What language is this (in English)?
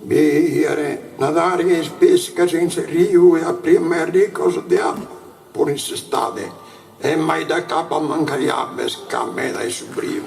Sardinian